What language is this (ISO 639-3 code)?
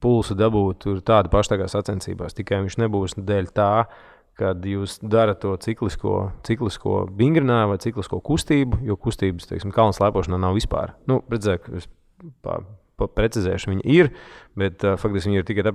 lav